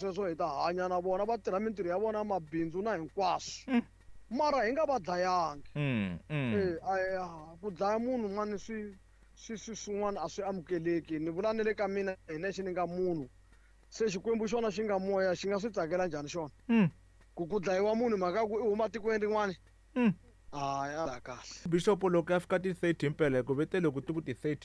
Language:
Tsonga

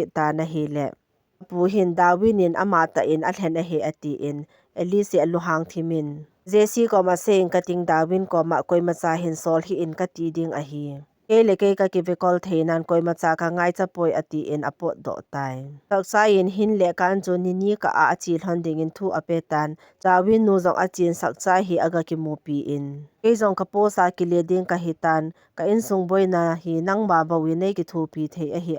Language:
Thado Chin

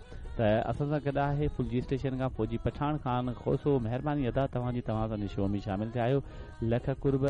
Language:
Sindhi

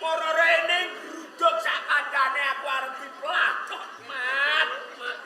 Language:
Javanese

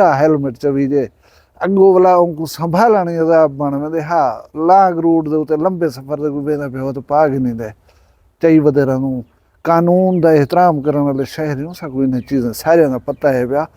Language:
Saraiki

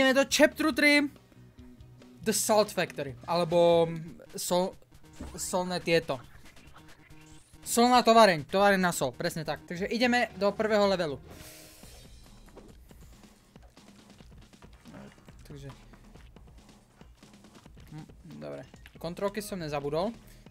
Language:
Slovak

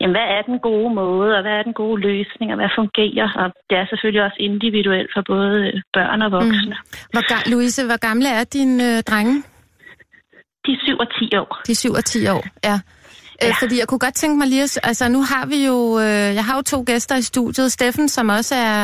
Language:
Danish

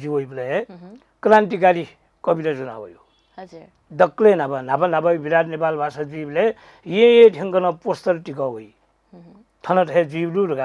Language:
Newari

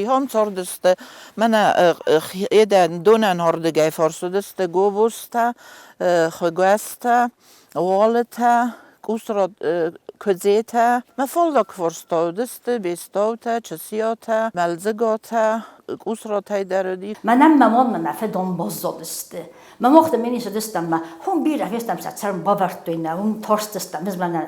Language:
Ossetic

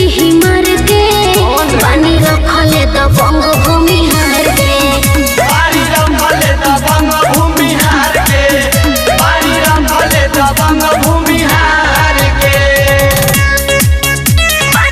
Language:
Bhojpuri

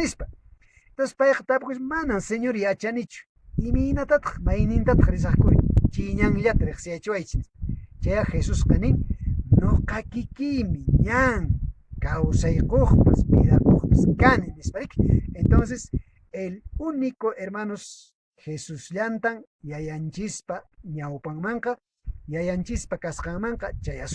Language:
Quechua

